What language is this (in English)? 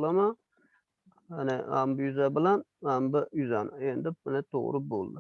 Uzbek